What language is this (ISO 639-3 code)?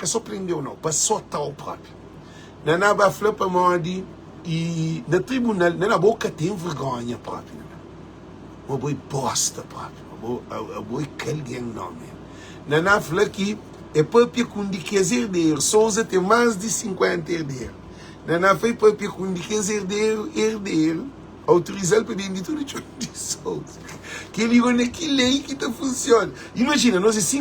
kea